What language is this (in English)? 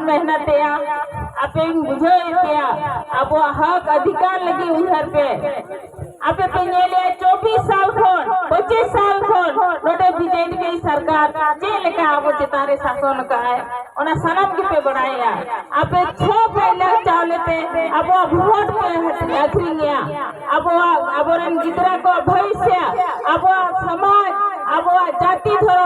Santali